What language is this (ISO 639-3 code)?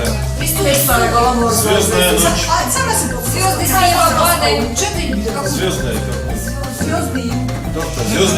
oss